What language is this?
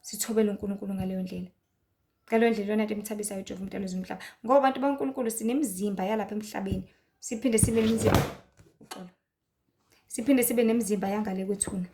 Zulu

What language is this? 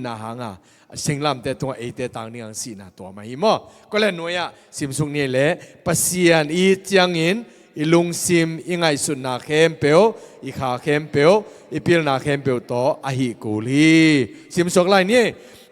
Tedim Chin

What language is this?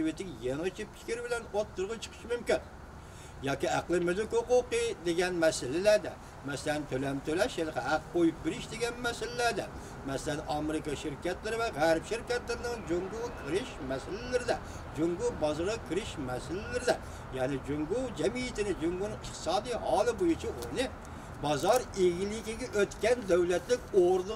Uyghur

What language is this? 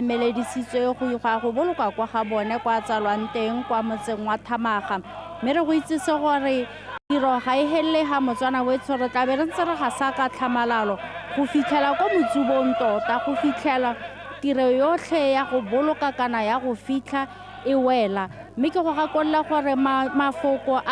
Tswana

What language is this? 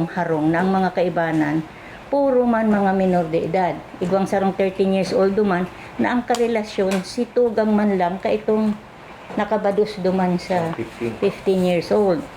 Bikol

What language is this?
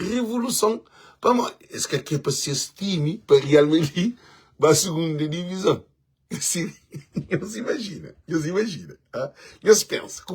Kabuverdianu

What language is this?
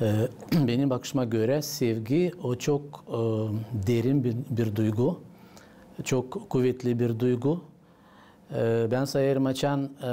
Gagauz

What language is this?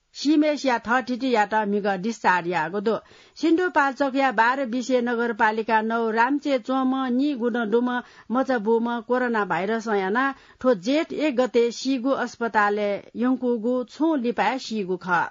Newari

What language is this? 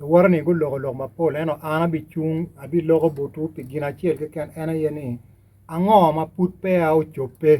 Acoli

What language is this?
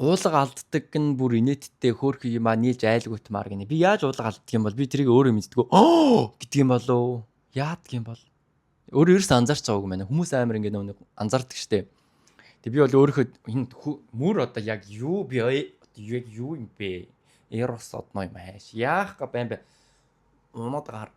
Mongolian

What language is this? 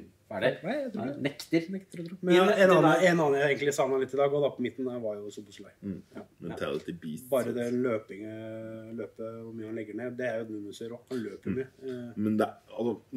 Norwegian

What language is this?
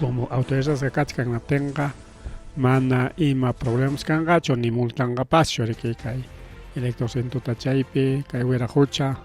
Ayacucho Quechua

